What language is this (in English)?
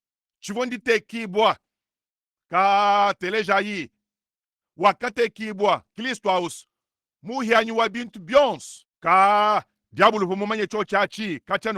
Luba-Lulua